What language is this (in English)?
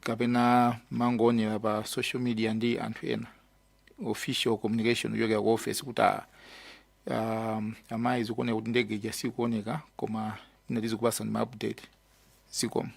Nyanja